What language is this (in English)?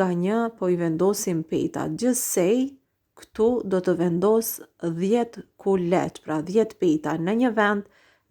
Albanian